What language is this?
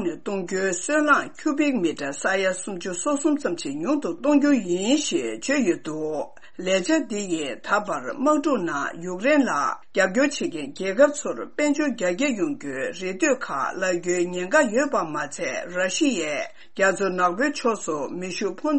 Tibetan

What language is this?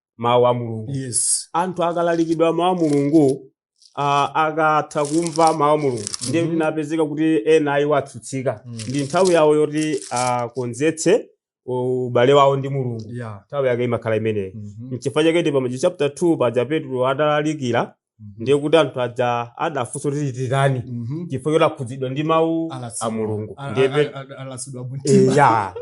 Nyanja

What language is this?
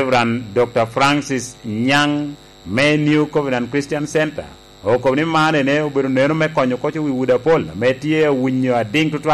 Lango (Uganda)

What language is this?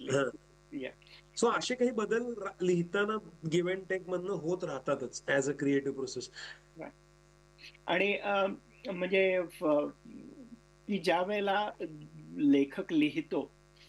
Marathi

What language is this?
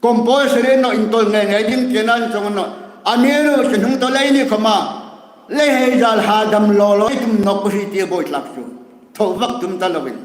Hmar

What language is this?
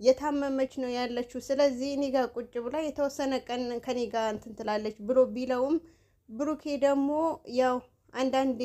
Amharic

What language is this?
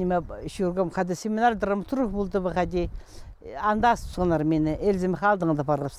Khakas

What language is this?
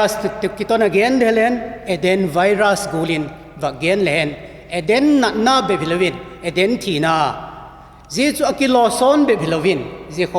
Vaiphei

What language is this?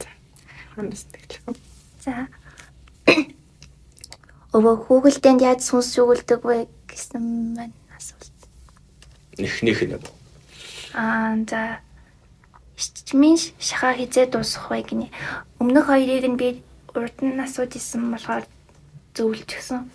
Mongolian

